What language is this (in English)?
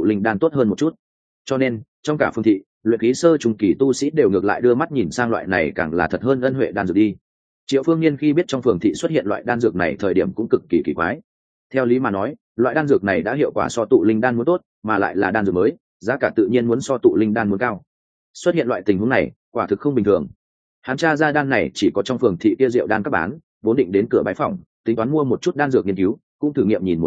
Vietnamese